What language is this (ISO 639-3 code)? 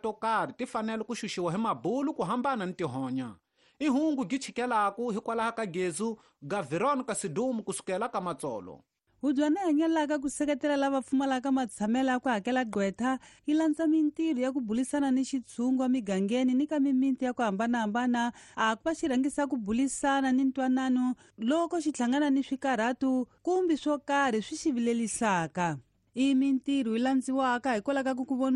tso